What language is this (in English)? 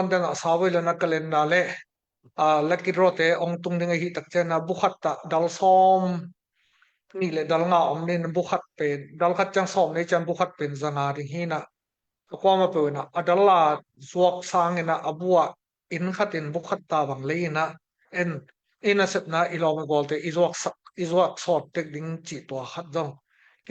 Tedim Chin